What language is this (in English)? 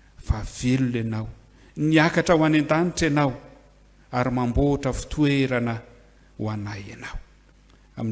Malagasy